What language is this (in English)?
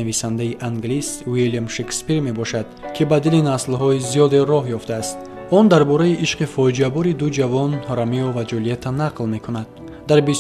Tajik